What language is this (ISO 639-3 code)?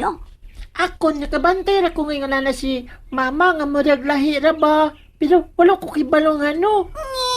ceb